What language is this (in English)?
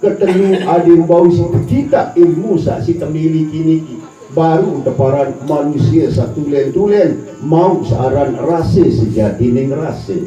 Sasak